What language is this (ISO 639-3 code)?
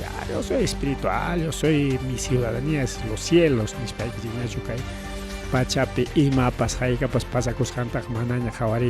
quy